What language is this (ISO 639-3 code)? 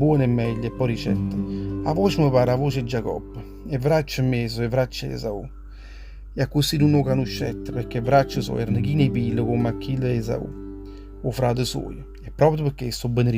nap